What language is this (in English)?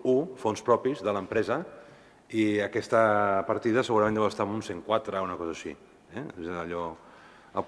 Catalan